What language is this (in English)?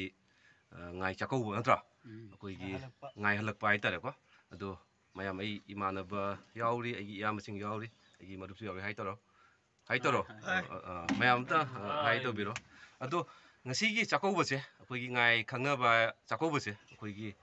Manipuri